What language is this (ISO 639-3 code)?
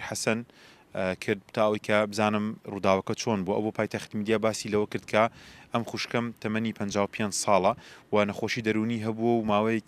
ckb